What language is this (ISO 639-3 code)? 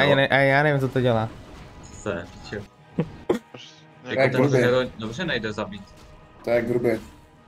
ces